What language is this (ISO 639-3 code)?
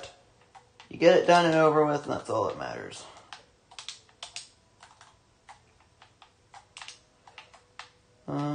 eng